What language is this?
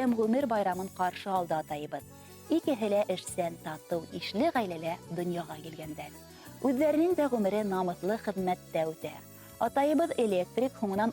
Bashkir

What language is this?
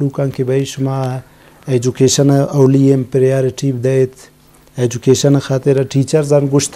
Eastern Balochi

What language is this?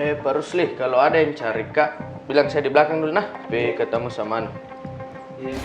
Makassar Malay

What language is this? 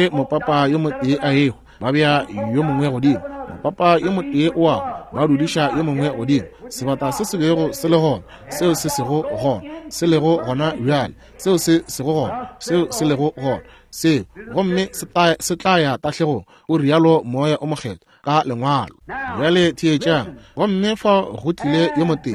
Northern Sotho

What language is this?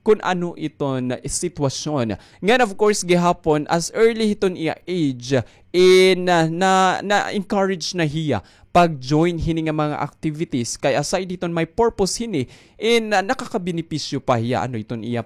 Waray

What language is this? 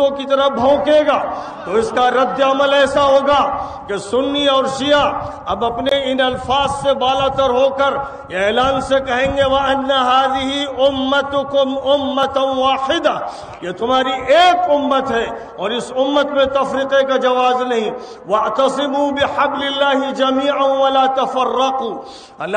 Urdu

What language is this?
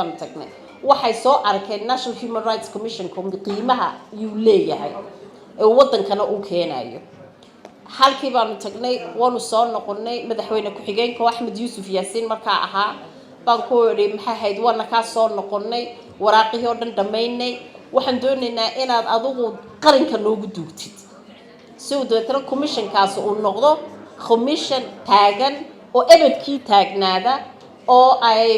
Somali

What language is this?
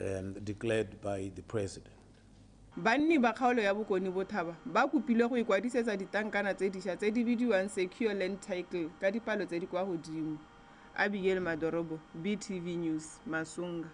Tswana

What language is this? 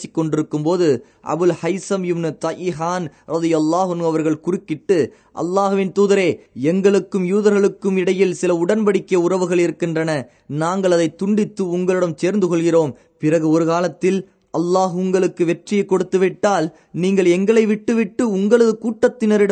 Tamil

